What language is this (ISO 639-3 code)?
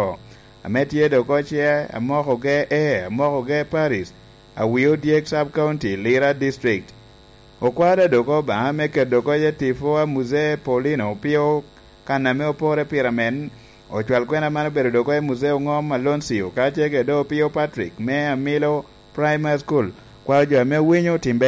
laj